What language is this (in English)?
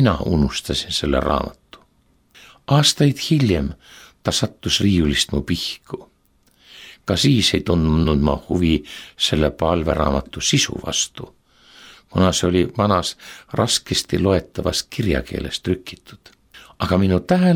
Estonian